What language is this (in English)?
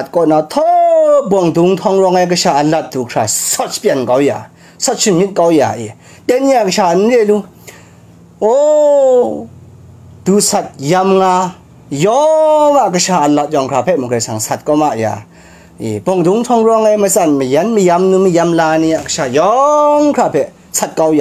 Kachin